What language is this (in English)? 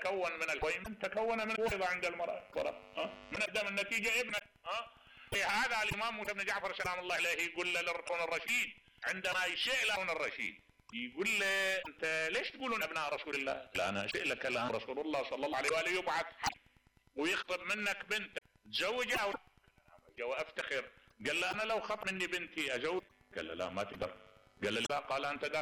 Mesopotamian Arabic